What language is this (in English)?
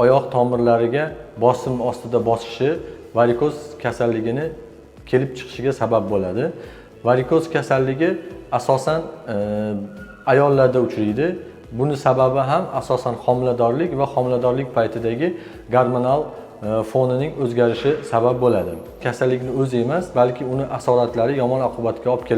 Uzbek